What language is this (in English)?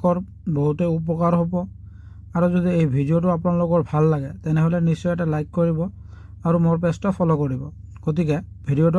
Assamese